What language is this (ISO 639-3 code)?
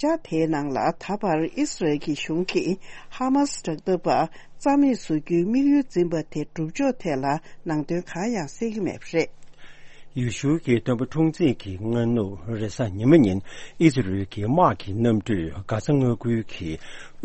bod